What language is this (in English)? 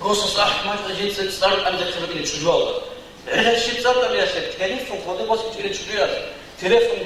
Avaric